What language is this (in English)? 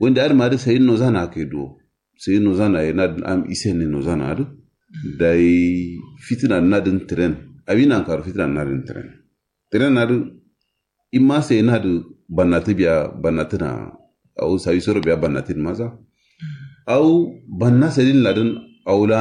Kanuri